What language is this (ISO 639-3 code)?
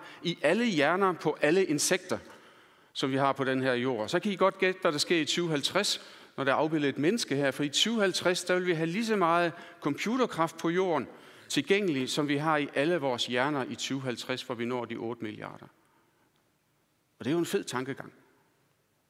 dan